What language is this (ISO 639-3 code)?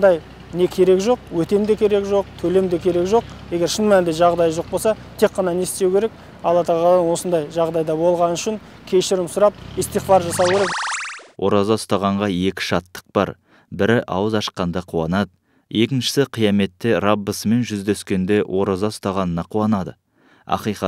kaz